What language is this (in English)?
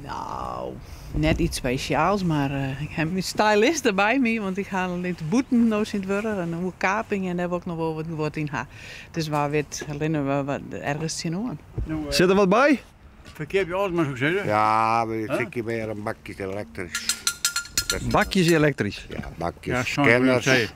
Western Frisian